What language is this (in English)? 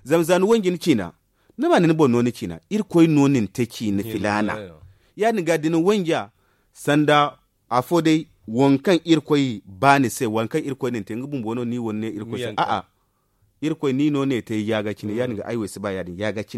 Zarma